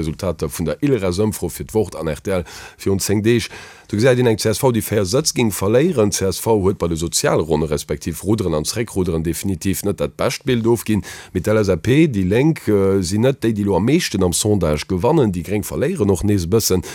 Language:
Luxembourgish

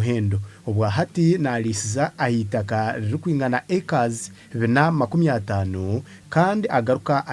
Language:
Nyankole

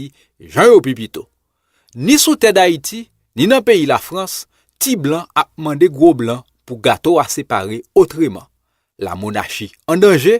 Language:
Haitian Creole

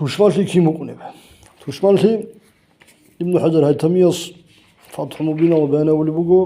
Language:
Avaric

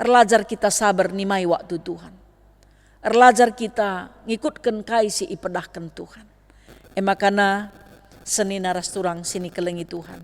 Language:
Batak Karo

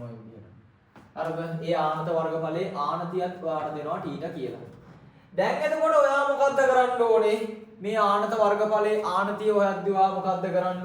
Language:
Sinhala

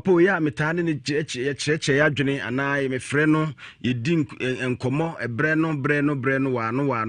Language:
Akan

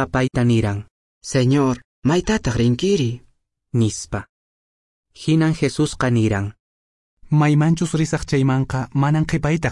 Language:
Quechua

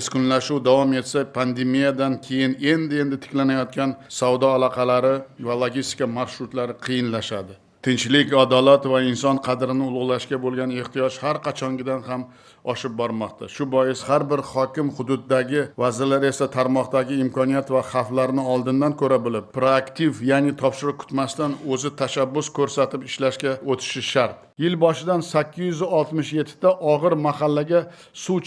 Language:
Uzbek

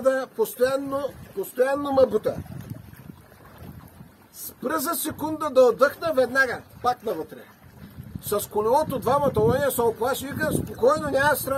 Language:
Bulgarian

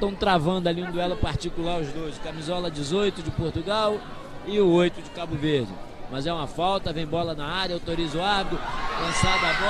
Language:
Tetum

